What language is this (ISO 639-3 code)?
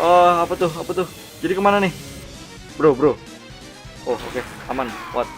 bjn